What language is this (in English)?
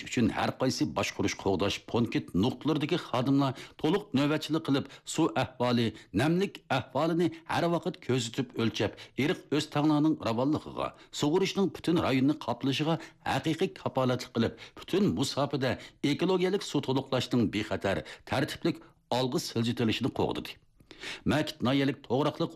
Uyghur